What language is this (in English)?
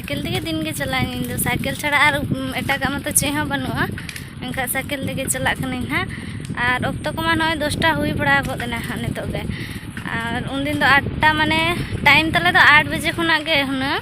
Santali